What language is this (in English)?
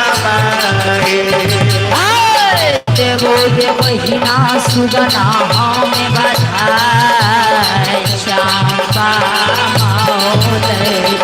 Maithili